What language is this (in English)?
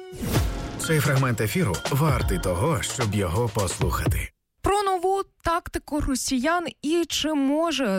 Ukrainian